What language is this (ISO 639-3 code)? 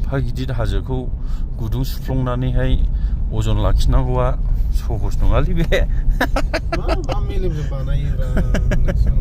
brx